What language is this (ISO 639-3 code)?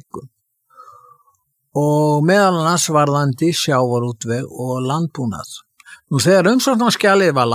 isl